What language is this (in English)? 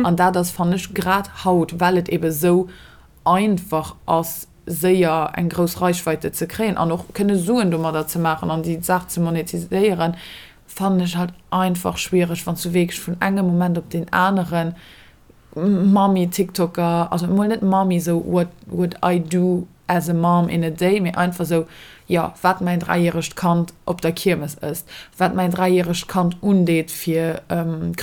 Luxembourgish